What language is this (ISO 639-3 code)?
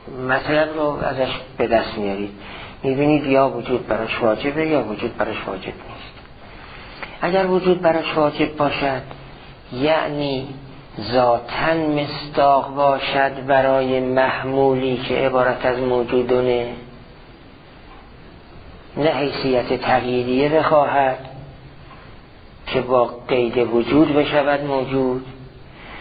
fas